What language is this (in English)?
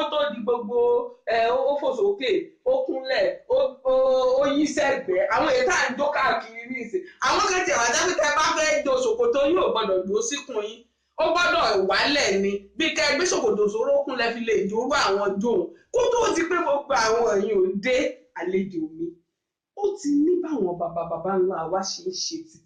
Yoruba